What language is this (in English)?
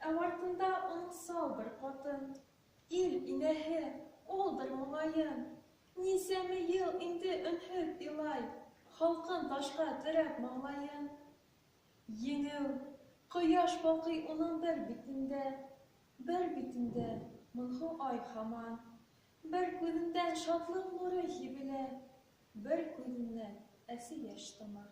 Bashkir